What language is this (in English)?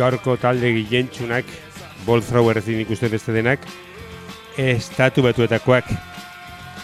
Basque